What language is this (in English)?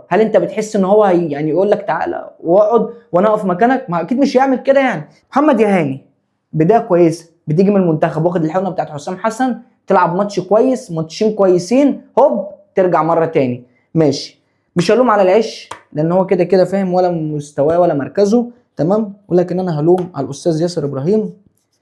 Egyptian Arabic